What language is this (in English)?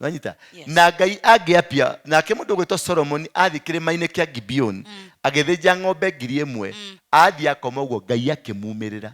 Kikuyu